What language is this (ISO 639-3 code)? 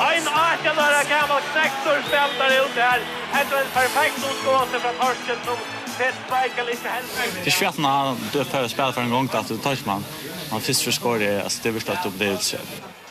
fao